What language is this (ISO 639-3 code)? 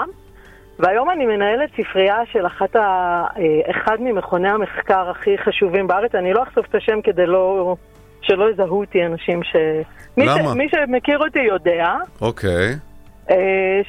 heb